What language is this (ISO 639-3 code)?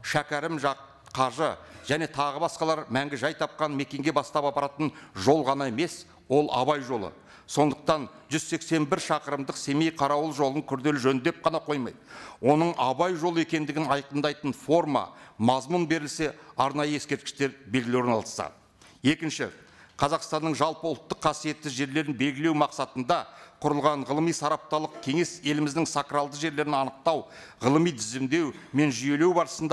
kaz